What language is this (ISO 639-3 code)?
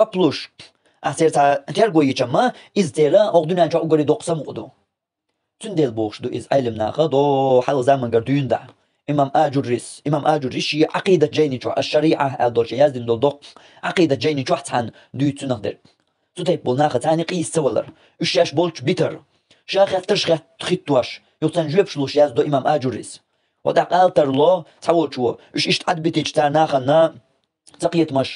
che